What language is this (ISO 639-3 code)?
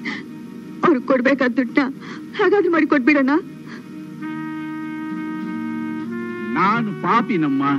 kan